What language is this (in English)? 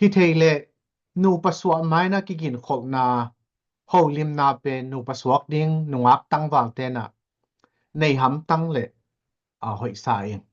Tedim Chin